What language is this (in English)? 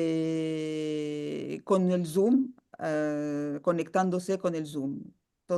Ladino